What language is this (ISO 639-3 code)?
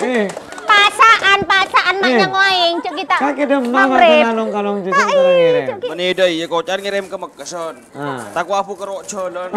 mad